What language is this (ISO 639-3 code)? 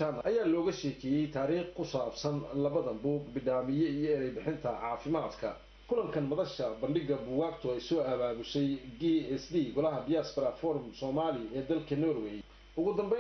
som